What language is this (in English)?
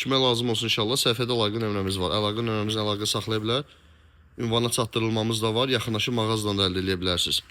Azerbaijani